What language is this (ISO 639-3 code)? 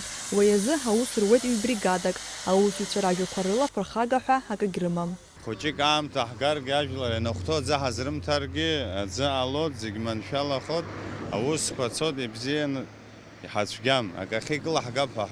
abk